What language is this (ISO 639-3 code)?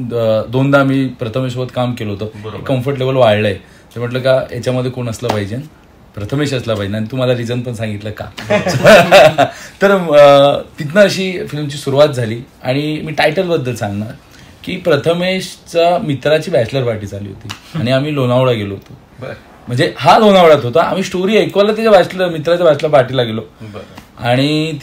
mar